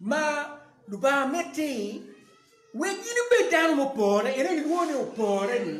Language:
Acoli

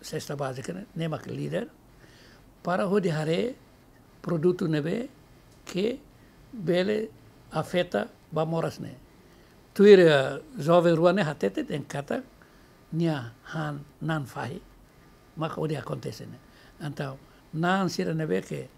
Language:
Tetum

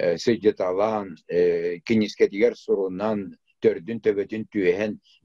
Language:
Yakut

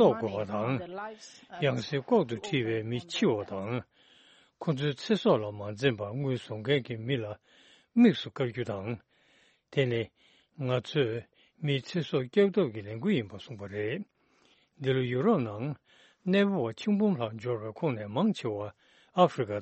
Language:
Tibetan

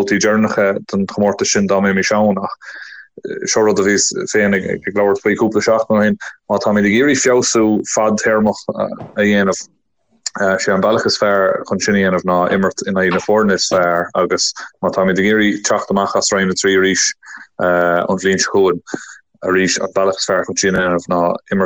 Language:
Irish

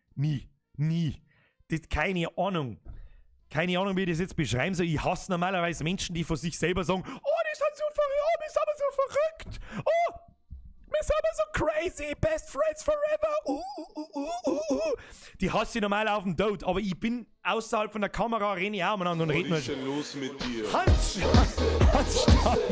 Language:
Bavarian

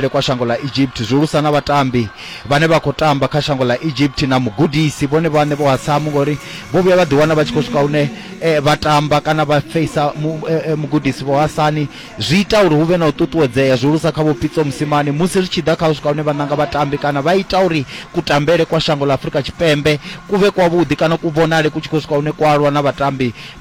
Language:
Venda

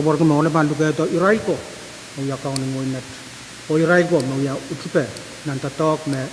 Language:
Pohnpeian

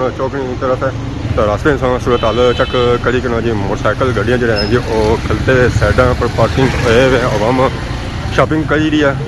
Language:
Pahari-Potwari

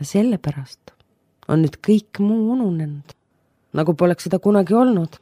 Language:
Estonian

